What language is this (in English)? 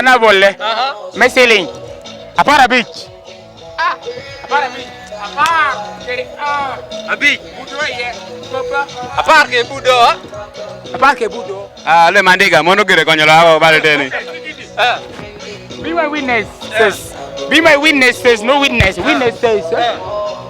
Lango (Uganda)